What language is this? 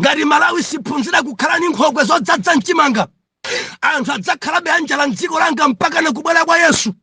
Nyanja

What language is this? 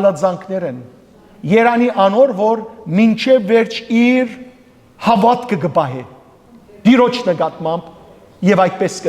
Western Armenian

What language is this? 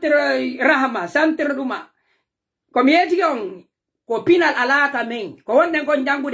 Pular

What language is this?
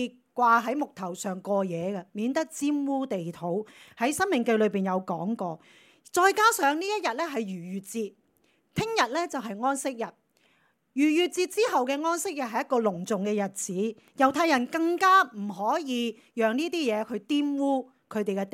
Cantonese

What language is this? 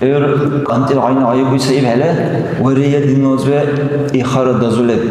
Dargwa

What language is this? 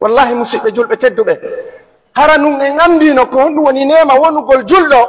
Fula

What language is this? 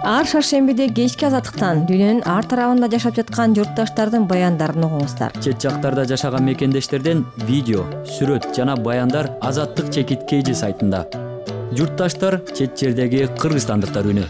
Kyrgyz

